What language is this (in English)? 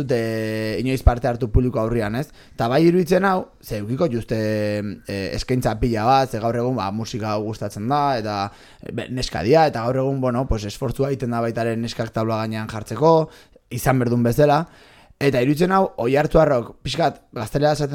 Basque